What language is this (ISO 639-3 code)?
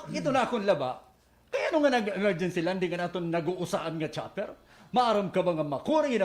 war